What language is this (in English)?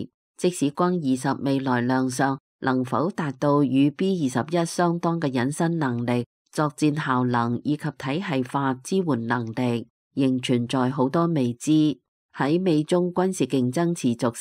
Cantonese